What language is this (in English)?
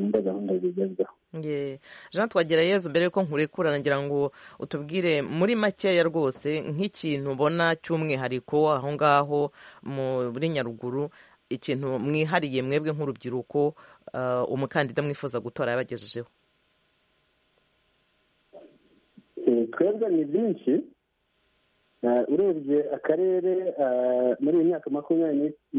Kinyarwanda